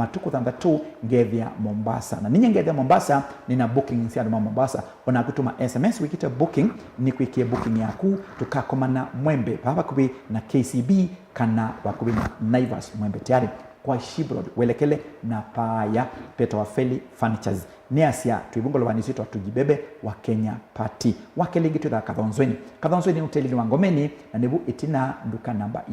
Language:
Kamba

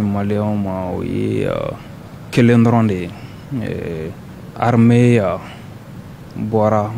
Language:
Bambara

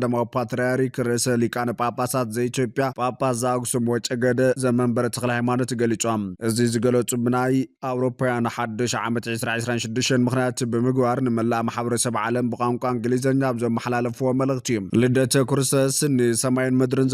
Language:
Tigrinya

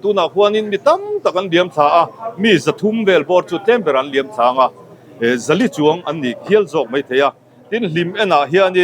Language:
Mizo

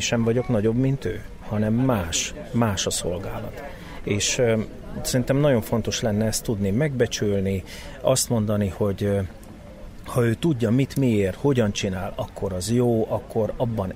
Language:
Hungarian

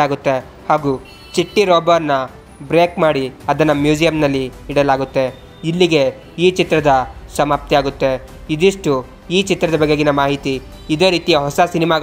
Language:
Kannada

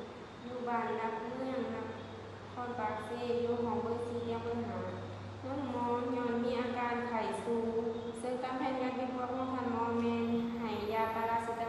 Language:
Lao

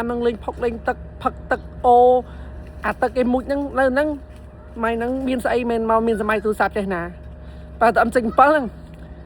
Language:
Khmer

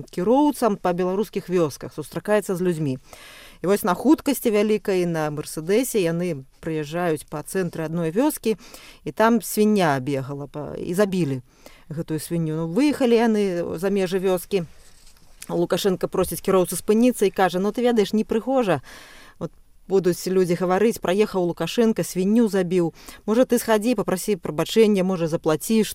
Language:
Belarusian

